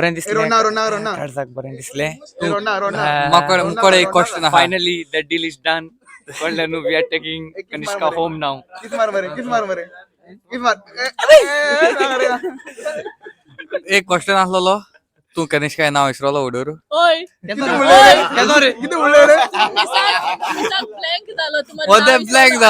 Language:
Konkani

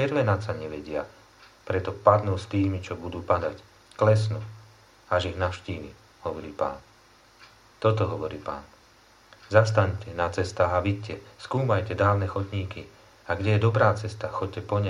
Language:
Slovak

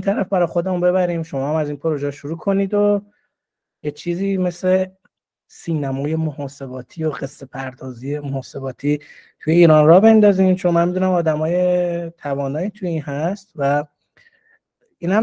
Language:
Persian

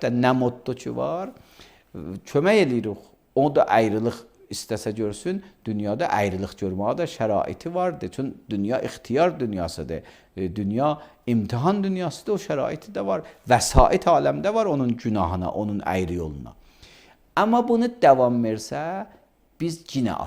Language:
Azerbaijani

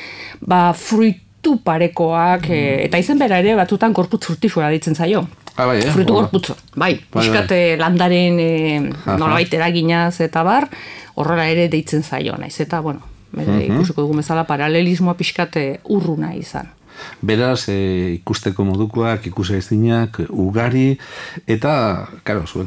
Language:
Basque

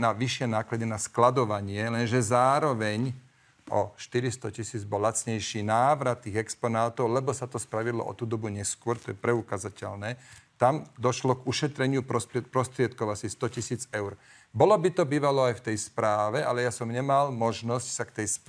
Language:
Slovak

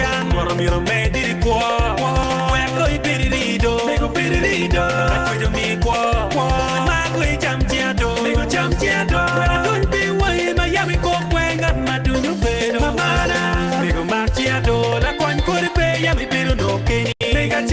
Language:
Acoli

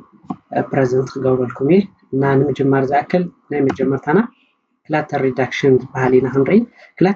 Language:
Tigrinya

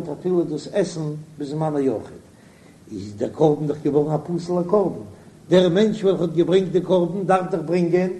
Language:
Yiddish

